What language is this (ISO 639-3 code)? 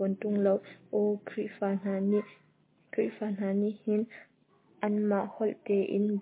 cnh